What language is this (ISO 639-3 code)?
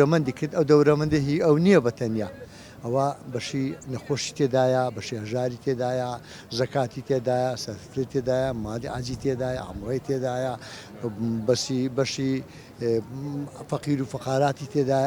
ckb